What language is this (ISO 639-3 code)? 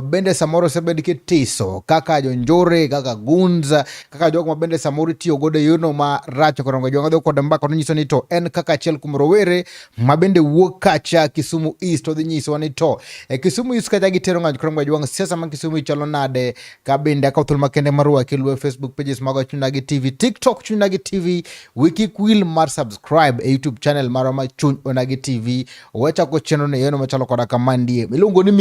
luo